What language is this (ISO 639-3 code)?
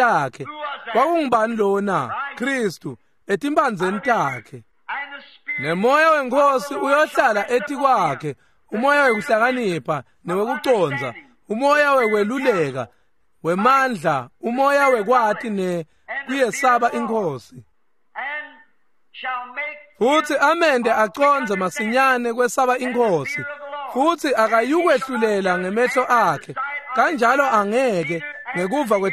ssw